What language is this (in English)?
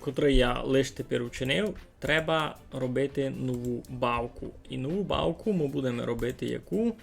Rusyn